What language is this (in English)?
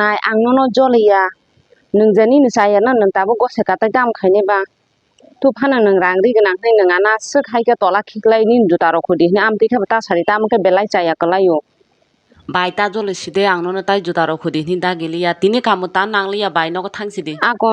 Kok Borok